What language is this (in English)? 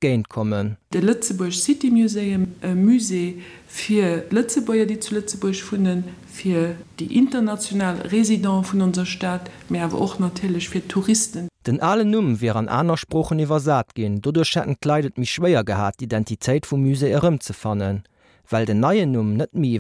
Luxembourgish